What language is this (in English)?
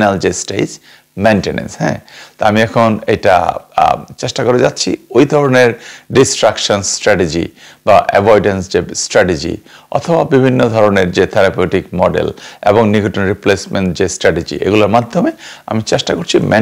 Bangla